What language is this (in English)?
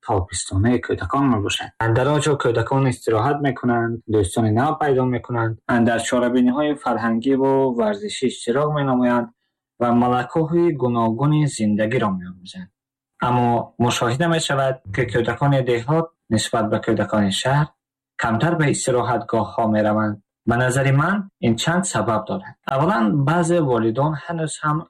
Tajik